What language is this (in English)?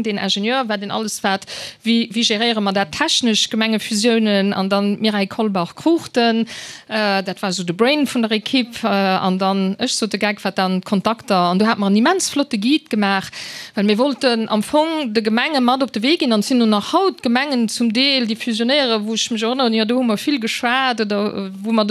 Luxembourgish